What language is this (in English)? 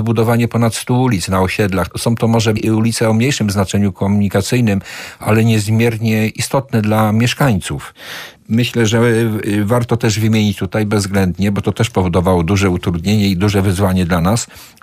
Polish